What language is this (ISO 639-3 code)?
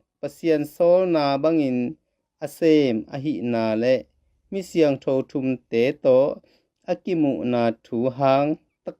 ctd